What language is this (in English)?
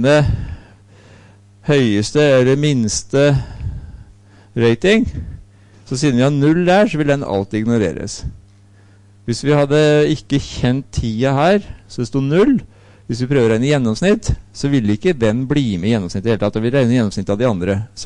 Norwegian